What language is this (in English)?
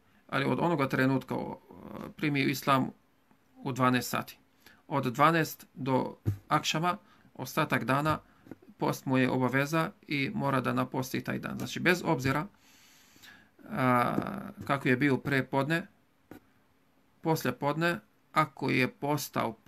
Bosnian